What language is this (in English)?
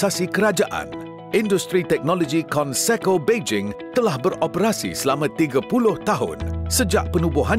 Malay